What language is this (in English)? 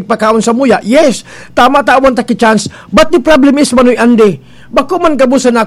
Bikol